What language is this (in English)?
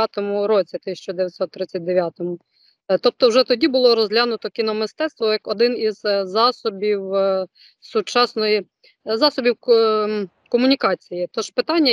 Ukrainian